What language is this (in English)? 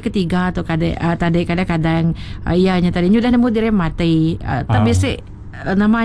Iban